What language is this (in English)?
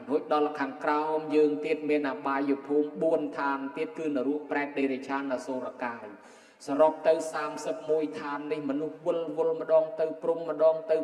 Khmer